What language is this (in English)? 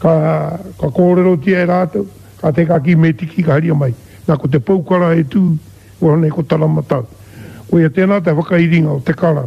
Māori